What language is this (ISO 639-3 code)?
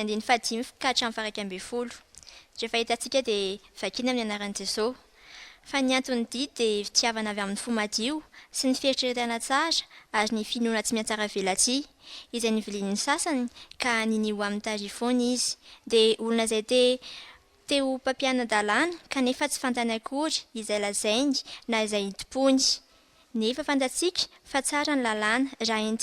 mlg